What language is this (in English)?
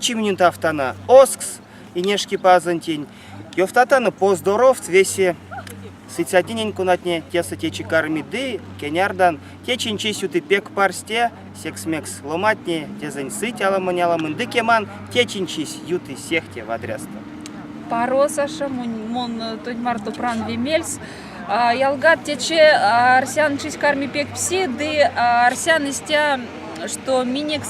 Erzya